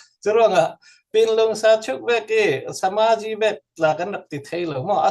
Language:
Falam Chin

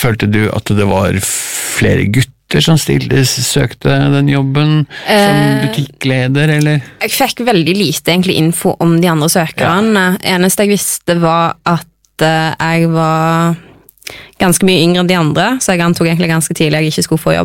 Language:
Norwegian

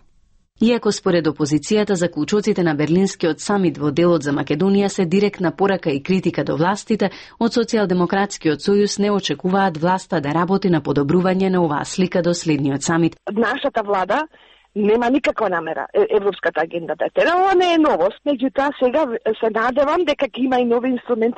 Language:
Macedonian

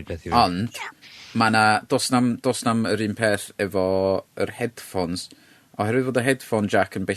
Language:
Welsh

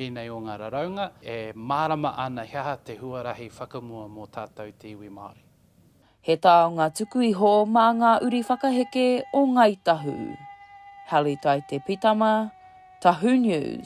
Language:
Māori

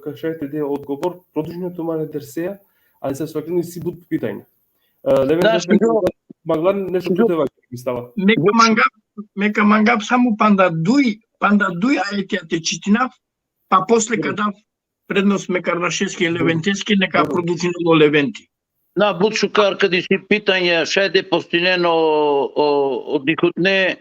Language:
Balkan Romani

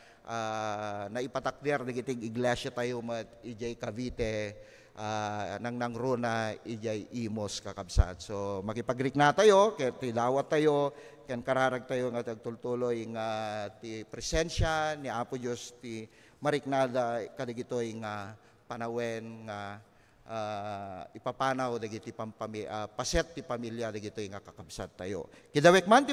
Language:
Iloko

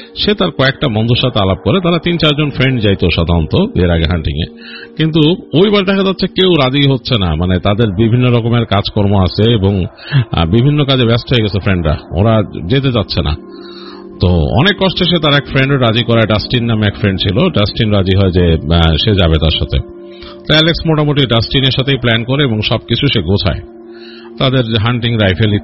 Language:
Bangla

